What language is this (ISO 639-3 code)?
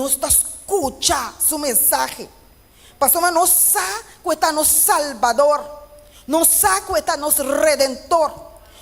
pap